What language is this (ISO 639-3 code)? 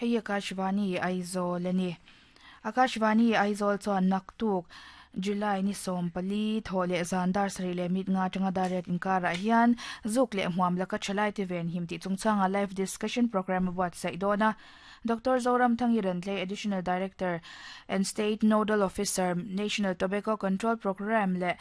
lus